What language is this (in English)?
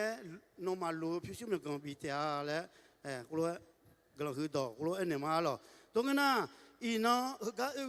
Akha